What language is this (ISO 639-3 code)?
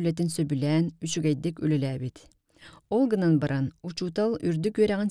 sah